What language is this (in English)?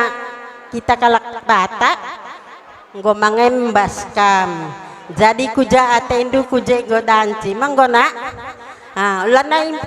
Batak Karo